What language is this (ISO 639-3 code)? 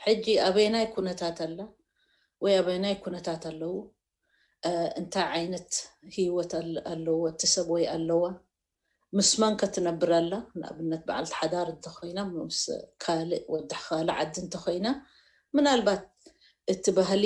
tir